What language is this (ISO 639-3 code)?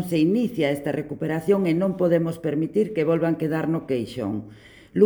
glg